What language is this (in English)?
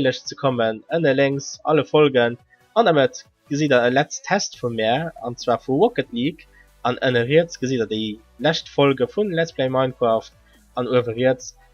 Luxembourgish